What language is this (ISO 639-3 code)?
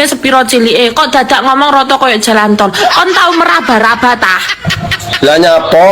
jav